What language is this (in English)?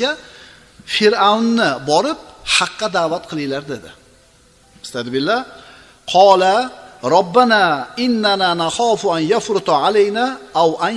Uzbek